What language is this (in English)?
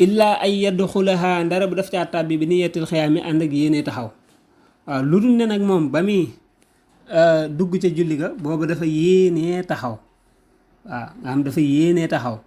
Wolof